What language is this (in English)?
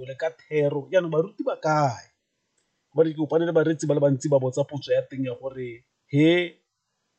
Tswana